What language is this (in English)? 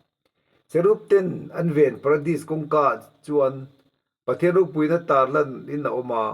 Mizo